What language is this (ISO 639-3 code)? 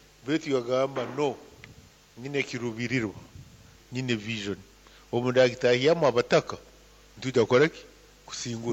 nyo